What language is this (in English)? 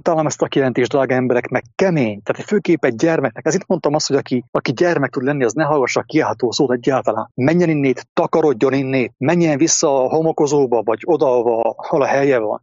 Hungarian